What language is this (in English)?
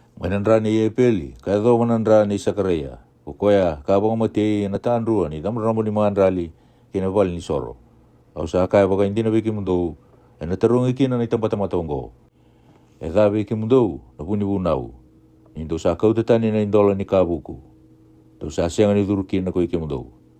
Fijian